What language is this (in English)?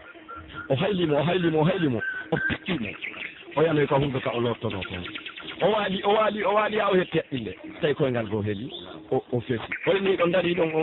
Pular